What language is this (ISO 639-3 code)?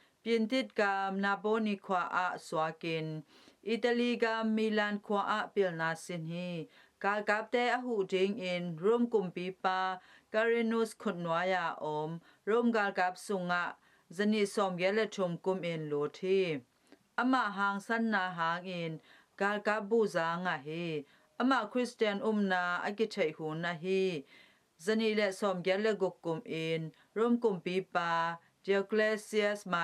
ctd